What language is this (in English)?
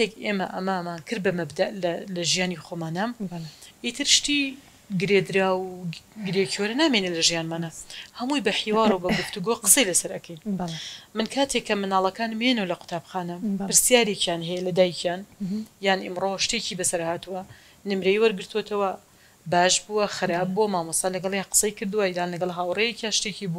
Central Kurdish